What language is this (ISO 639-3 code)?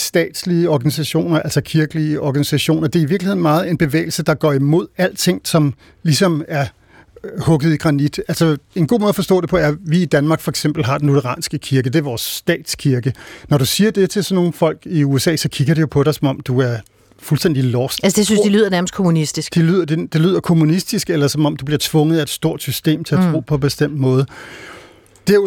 dan